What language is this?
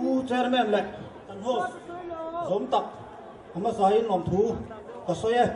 Mizo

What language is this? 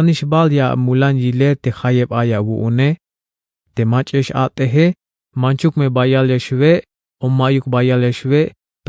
Tzeltal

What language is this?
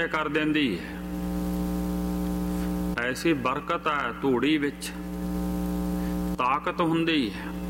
Punjabi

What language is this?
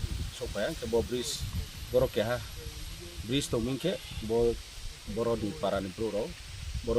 Kok Borok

